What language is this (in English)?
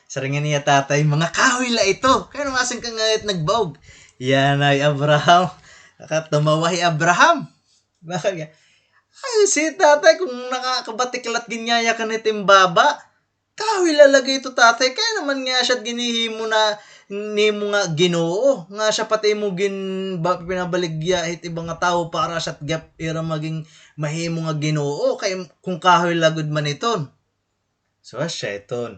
Waray